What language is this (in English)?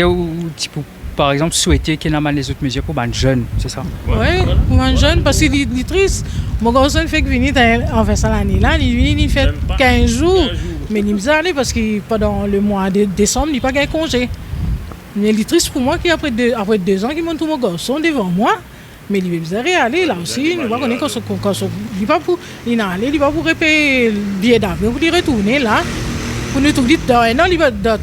Morisyen